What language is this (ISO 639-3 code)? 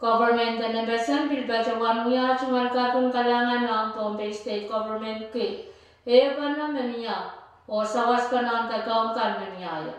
pon